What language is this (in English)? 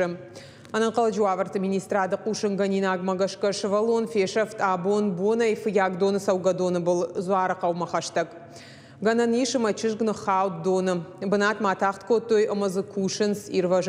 Ossetic